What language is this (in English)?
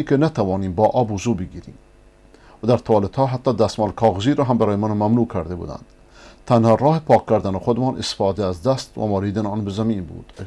Persian